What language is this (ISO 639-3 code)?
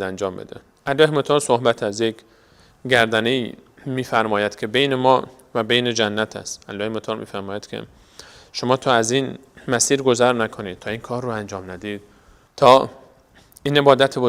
fas